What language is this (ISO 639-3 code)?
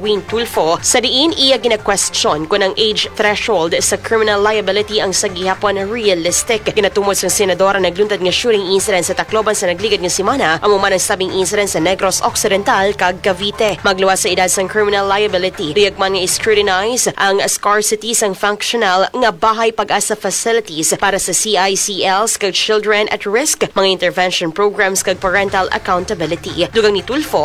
hil